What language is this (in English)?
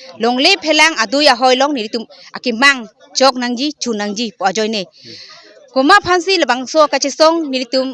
Karbi